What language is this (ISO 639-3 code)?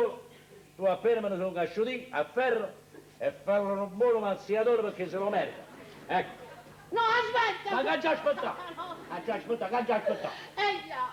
nap